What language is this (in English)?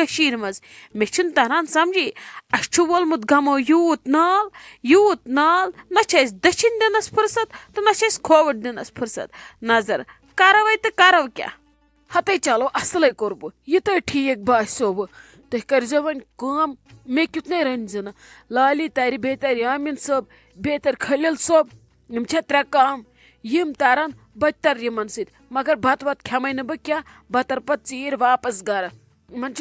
Kashmiri